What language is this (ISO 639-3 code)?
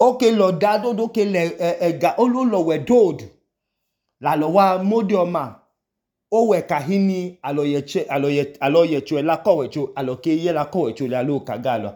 idu